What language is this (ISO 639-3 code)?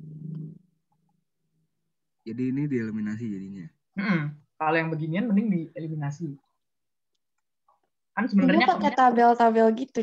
ind